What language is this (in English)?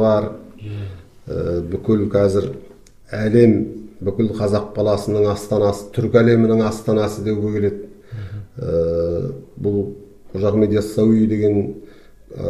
Kazakh